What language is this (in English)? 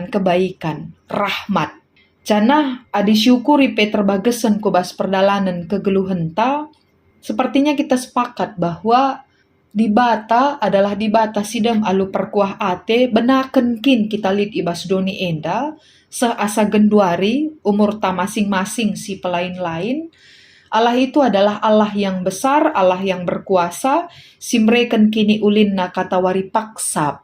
Batak Karo